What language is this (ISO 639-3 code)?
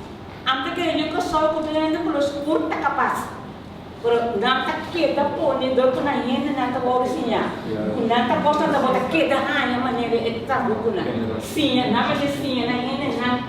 pap